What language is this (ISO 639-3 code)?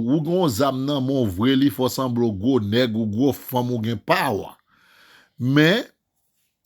hat